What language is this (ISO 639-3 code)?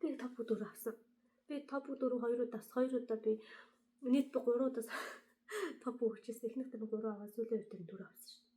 mon